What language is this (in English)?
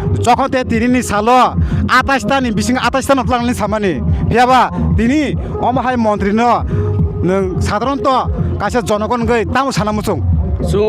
Kok Borok